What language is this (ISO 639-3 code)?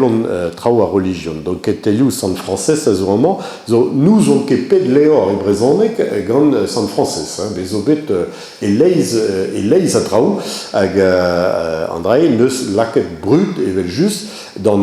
bre